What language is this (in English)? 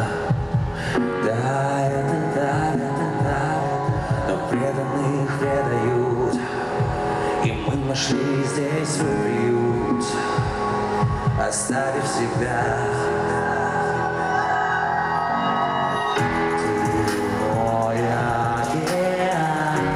Russian